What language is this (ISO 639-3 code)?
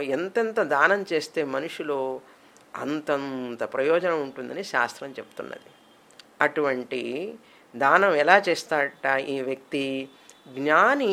tel